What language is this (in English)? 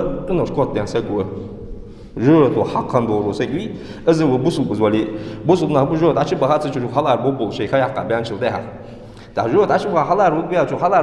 Ingush